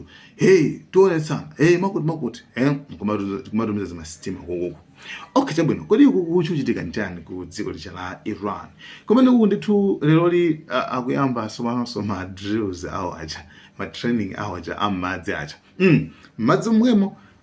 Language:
Nyanja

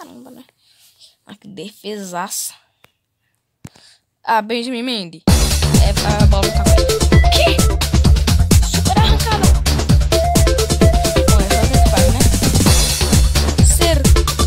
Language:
Portuguese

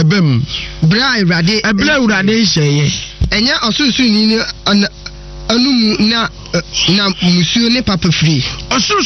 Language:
Akan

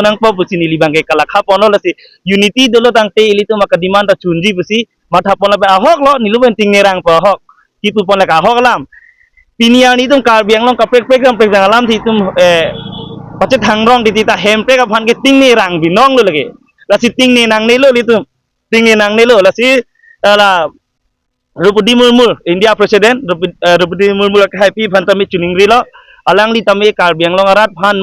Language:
Karbi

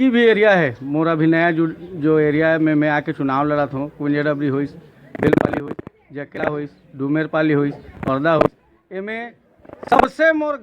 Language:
Chhattisgarhi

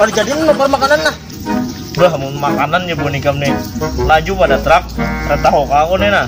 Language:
Banjar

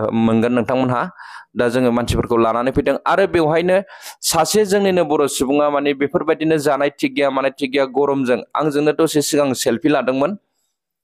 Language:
Bodo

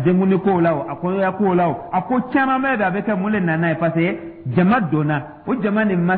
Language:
Dyula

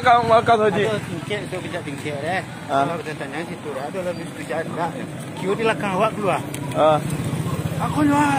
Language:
Minangkabau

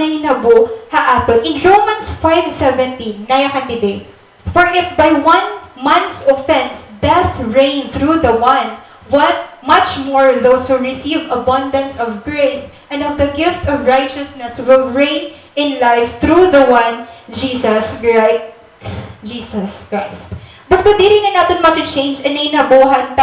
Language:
Waray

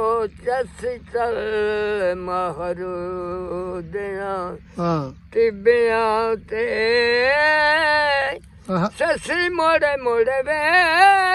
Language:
Punjabi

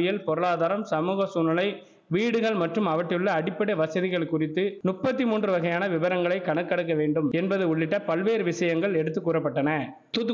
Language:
Tamil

